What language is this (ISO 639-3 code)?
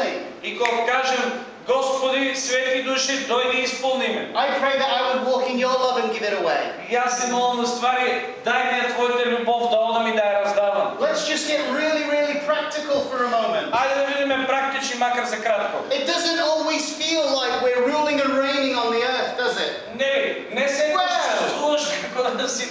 mkd